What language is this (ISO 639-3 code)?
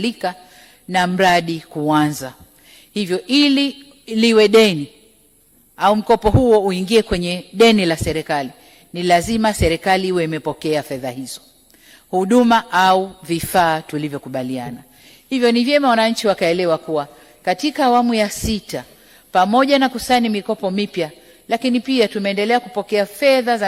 swa